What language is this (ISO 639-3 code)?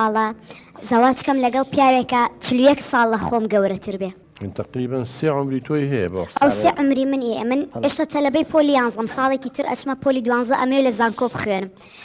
ckb